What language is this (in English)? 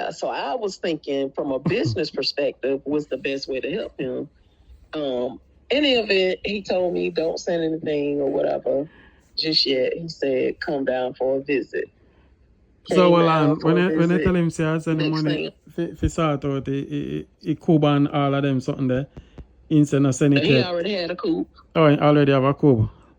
Jamaican Creole English